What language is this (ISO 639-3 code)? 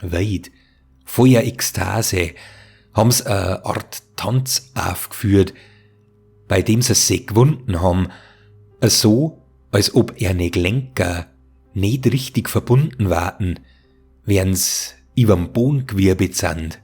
bar